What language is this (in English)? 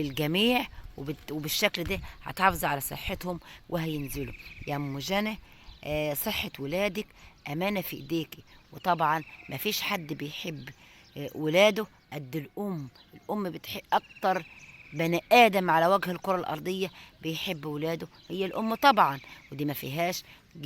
Egyptian Arabic